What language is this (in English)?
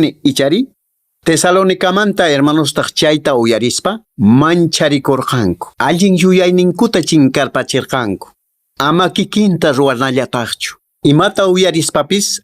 Quechua